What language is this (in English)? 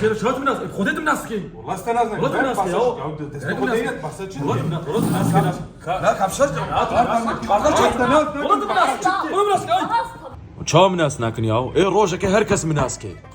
Kurdish